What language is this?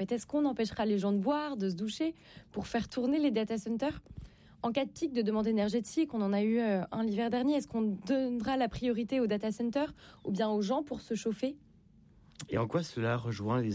French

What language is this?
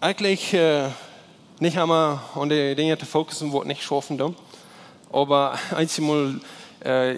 Plautdietsch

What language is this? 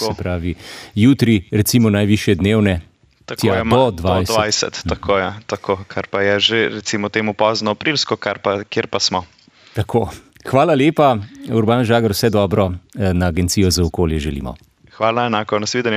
Slovenian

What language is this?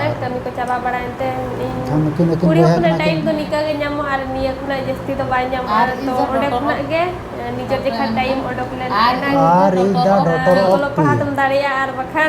Santali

